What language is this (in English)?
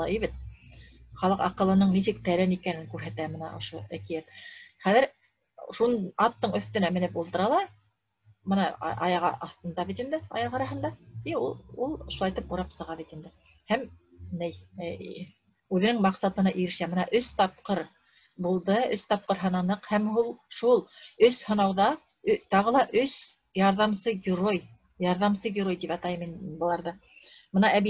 Bashkir